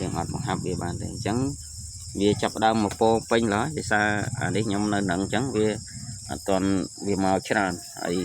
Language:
Khmer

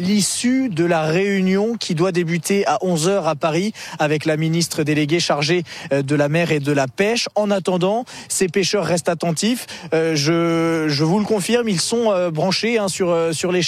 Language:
French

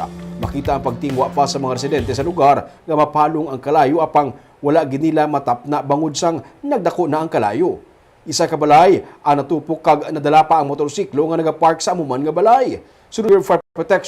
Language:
Hiligaynon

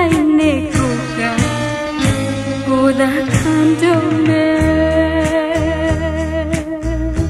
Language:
Burmese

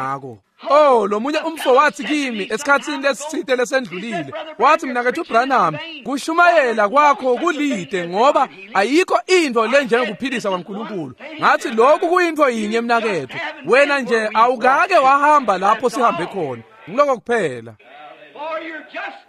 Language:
Swati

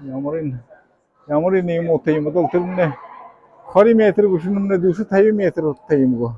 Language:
Buriat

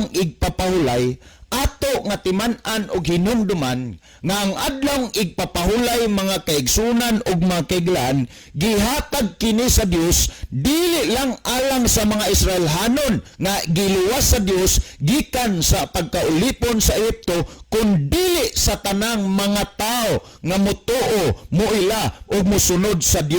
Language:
Cebuano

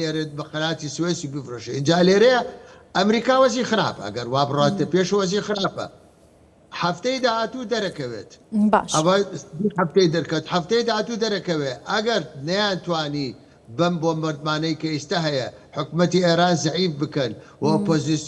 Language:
Central Kurdish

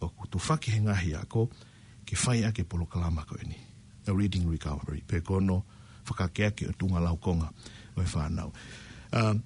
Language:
Tongan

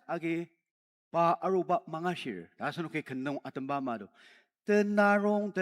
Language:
Ao Naga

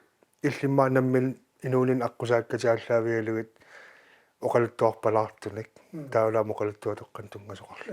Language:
Kalaallisut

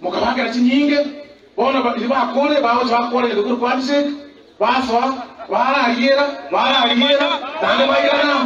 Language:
Gusii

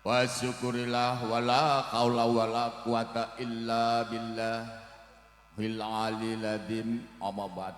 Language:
Javanese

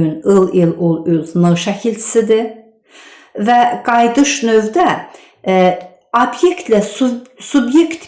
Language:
Azerbaijani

